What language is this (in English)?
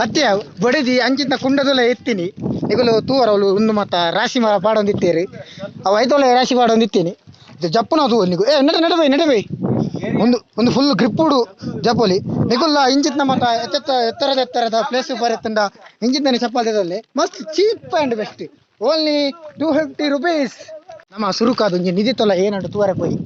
Tulu